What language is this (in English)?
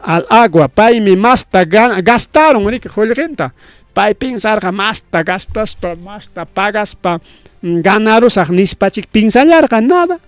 Ayacucho Quechua